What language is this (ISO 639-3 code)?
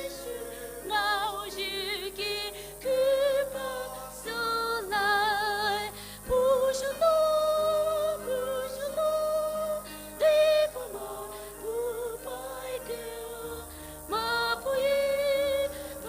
pmx